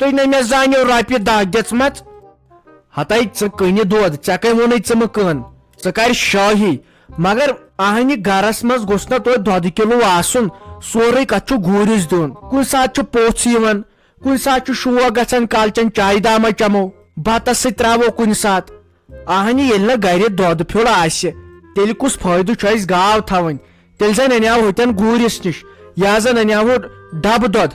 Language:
Kashmiri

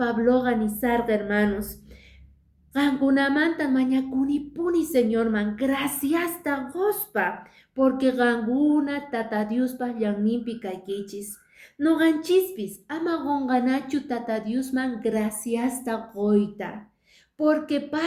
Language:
Quechua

